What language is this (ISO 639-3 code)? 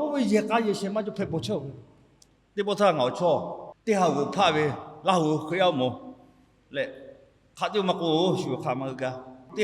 lhu